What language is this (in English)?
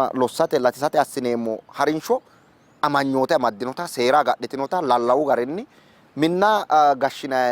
Sidamo